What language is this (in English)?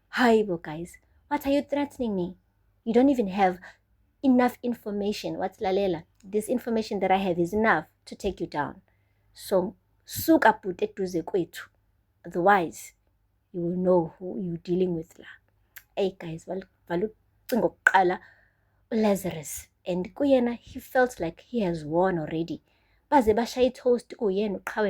Zulu